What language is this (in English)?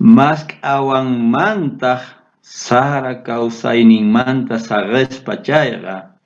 South Bolivian Quechua